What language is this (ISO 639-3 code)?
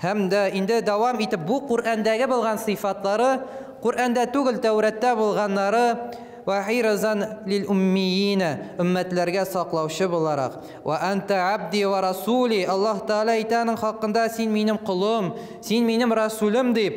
tat